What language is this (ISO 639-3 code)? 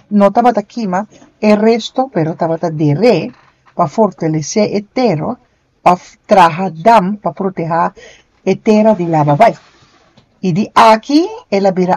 pap